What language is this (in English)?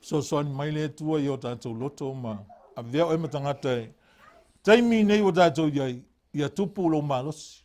Samoan